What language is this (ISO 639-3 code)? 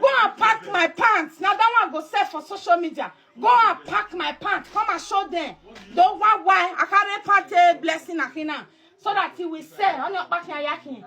pcm